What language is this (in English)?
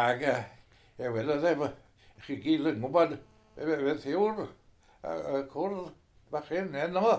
Welsh